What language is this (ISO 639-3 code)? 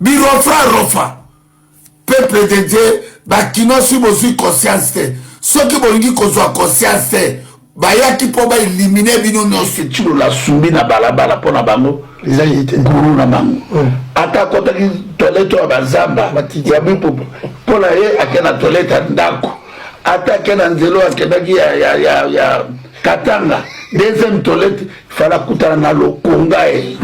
lin